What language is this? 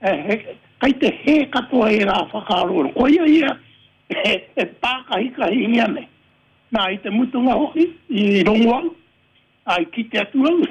Māori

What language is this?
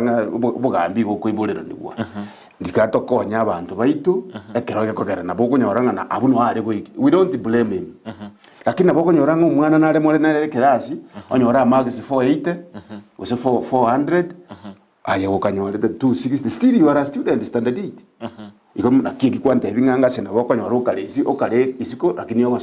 Gusii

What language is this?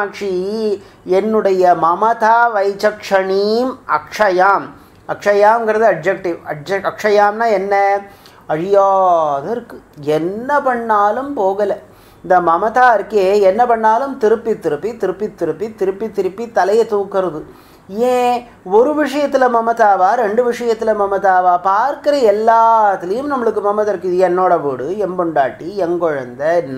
Tamil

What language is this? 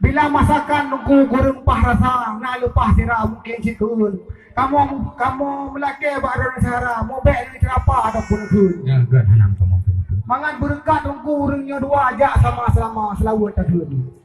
Achinese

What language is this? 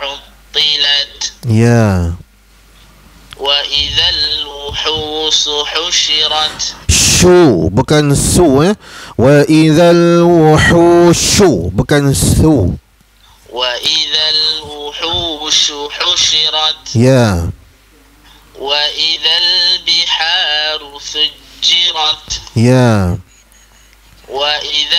Malay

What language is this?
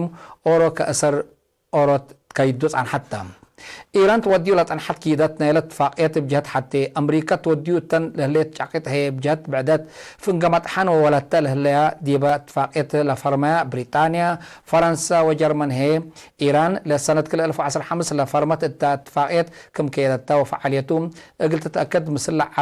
Tigre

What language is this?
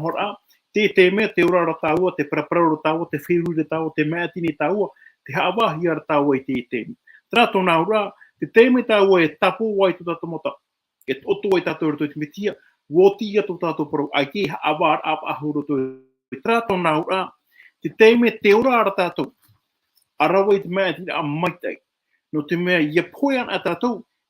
Tahitian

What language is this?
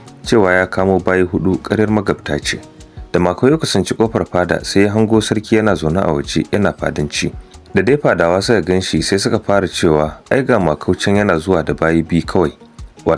Hausa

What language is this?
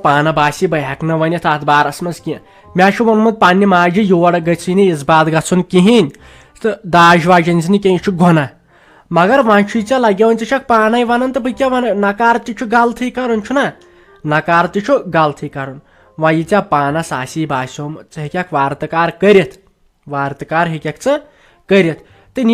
Kashmiri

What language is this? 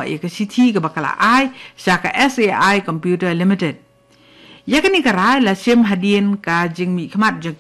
Khasi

